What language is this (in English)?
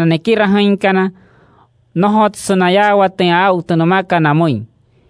Wayuu